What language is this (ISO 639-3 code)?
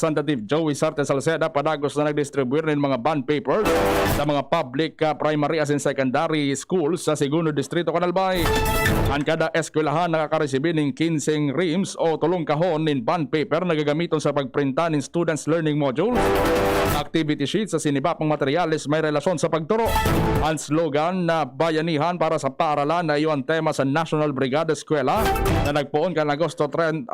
bik